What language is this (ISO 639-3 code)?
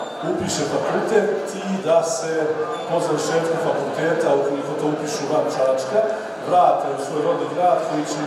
srp